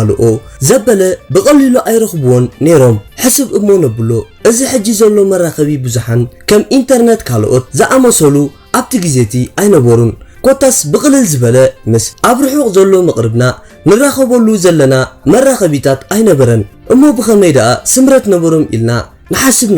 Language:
Tigrinya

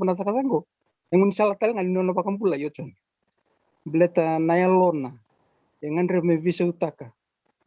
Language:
Fijian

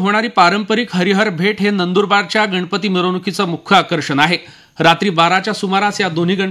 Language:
Marathi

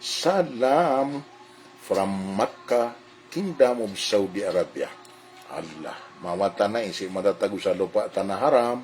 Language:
Maranao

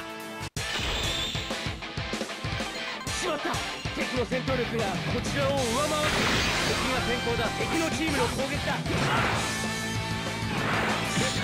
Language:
Japanese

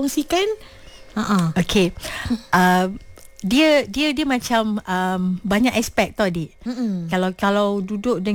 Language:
Malay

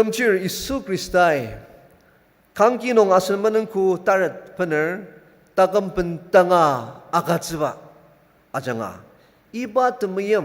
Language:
Ao Naga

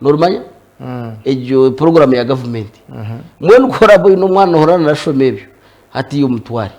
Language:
Nyankole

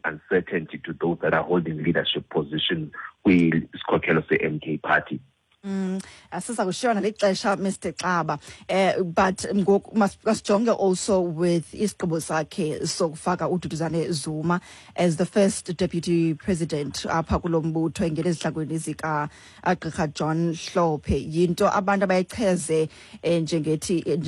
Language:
Xhosa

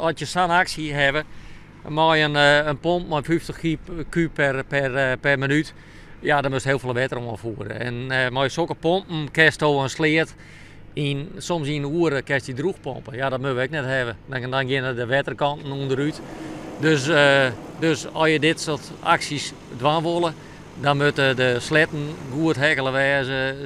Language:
Western Frisian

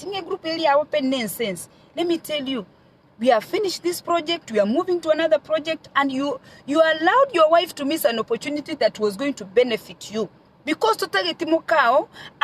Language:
Gusii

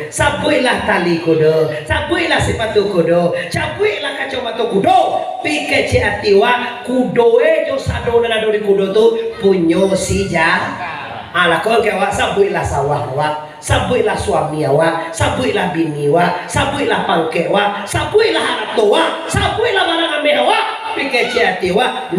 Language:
Minangkabau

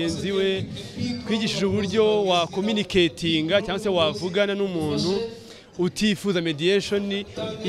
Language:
Kinyarwanda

